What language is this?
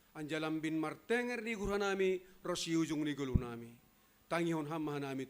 Batak Simalungun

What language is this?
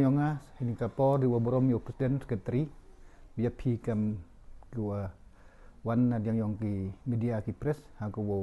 Pnar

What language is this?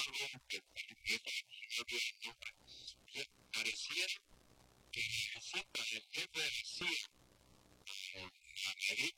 Spanish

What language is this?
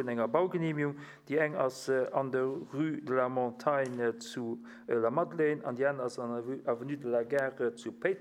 Luxembourgish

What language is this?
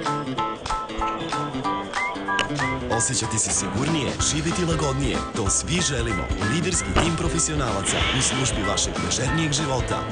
Serbian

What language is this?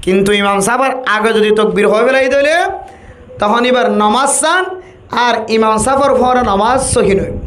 Rohingya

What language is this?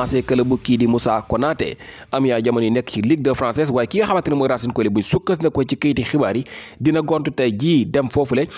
Wolof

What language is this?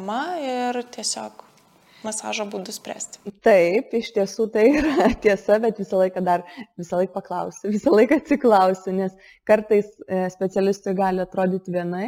Lithuanian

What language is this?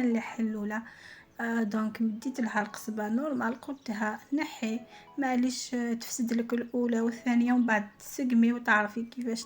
Algerian Arabic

